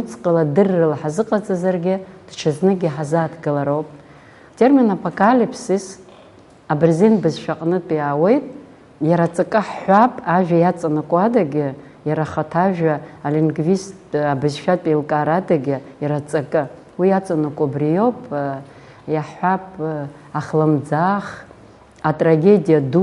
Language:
Abkhazian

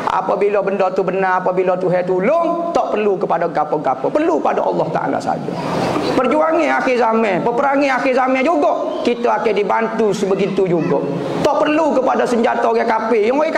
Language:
Malay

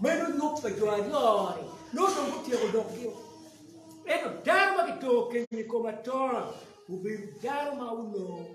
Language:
Acoli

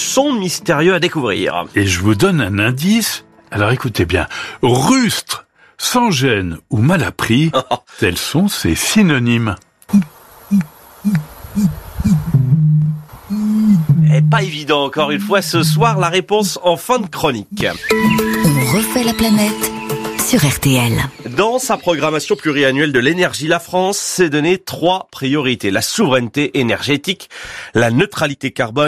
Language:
French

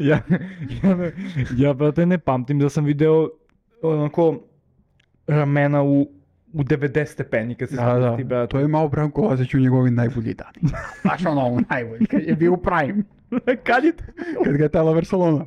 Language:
Serbian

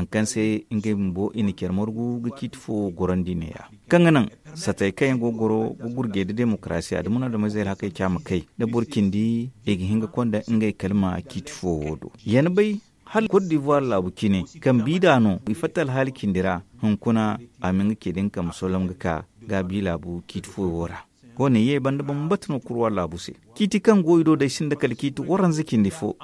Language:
Zarma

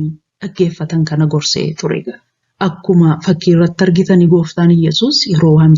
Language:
Oromo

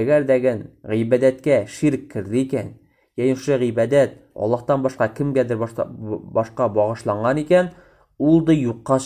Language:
Tatar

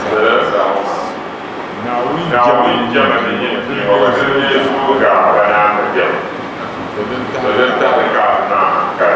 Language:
Dagbani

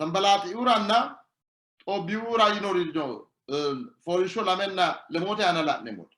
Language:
Sidamo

